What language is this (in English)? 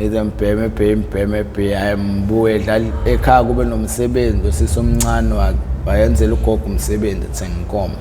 Zulu